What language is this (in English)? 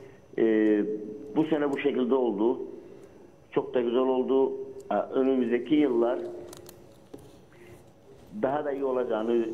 Turkish